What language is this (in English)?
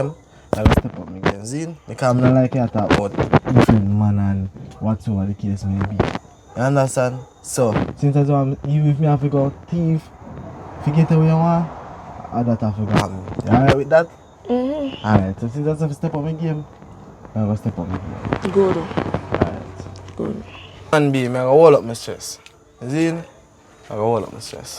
Jamaican Creole English